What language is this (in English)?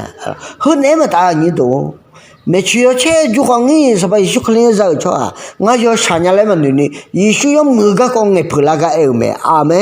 Akha